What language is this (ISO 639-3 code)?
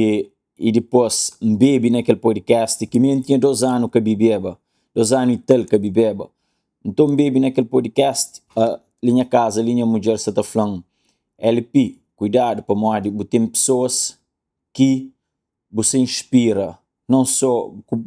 kea